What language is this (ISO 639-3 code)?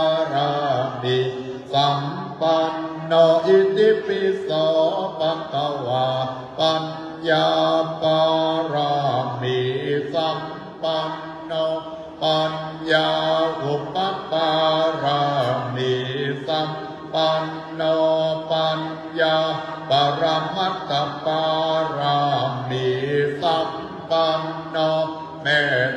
pli